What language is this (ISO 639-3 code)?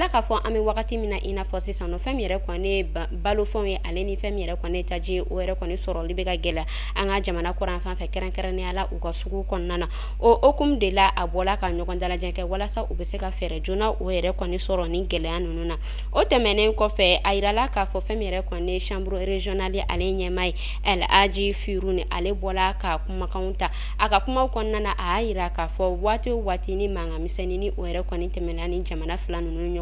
bam